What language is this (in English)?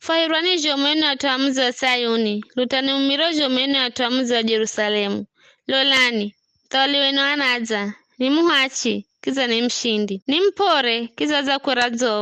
Giryama